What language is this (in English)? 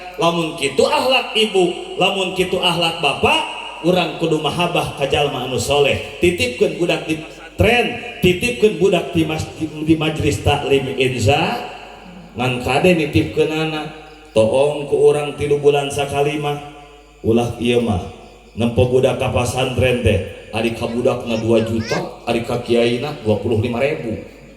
Sundanese